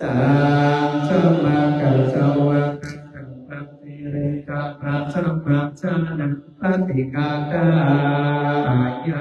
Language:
Pali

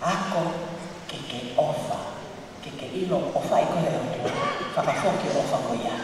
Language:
Tongan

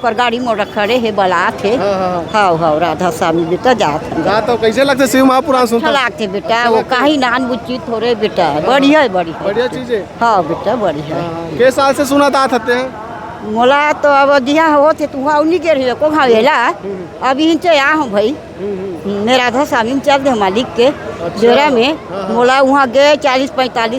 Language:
Chhattisgarhi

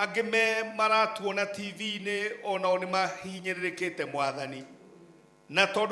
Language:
Kikuyu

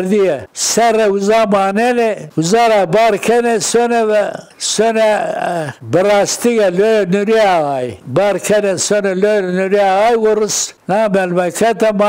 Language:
Zaza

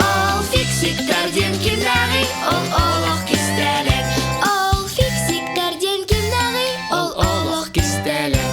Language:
Yakut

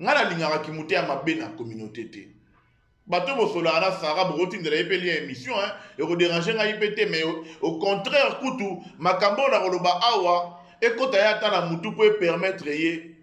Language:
Lingala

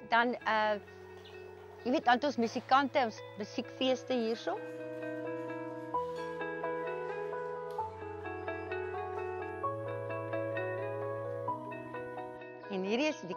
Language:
Afrikaans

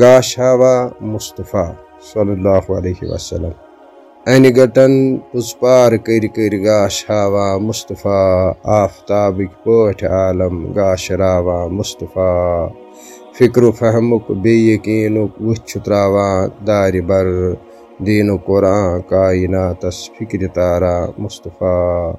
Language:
Kashmiri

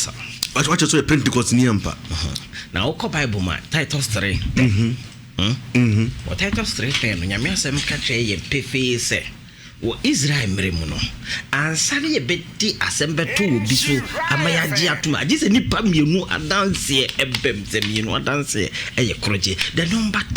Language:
Akan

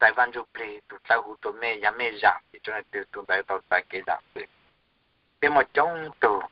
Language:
Hmong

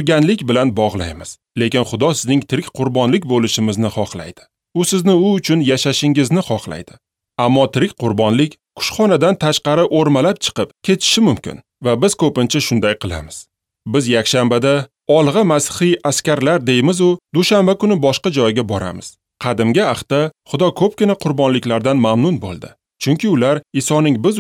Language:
Uzbek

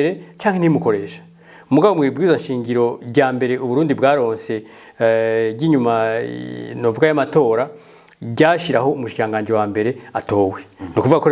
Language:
Rundi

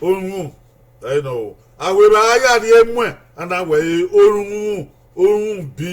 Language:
Bini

